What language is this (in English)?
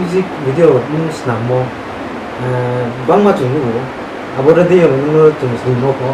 Riang (India)